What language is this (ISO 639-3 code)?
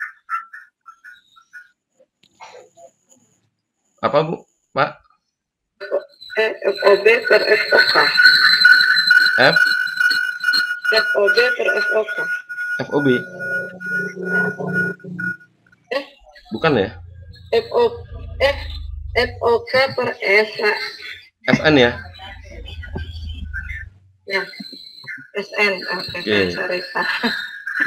ind